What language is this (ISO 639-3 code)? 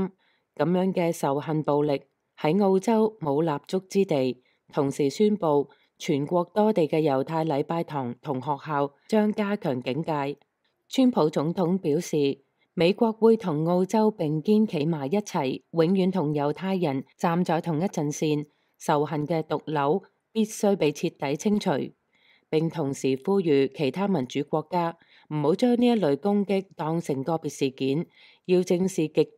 yue